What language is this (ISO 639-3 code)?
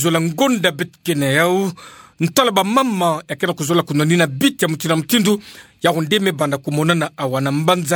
ktu